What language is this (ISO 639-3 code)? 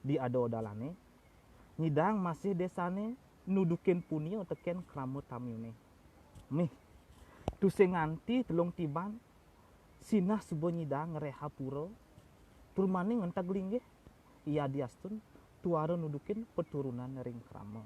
ban